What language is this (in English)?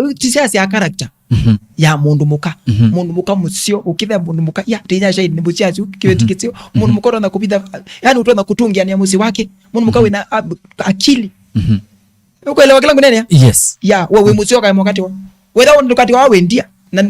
Kamba